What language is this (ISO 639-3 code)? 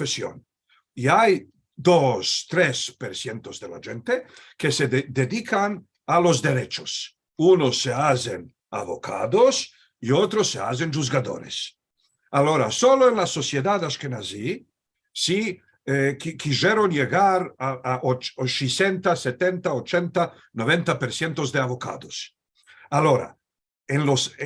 lad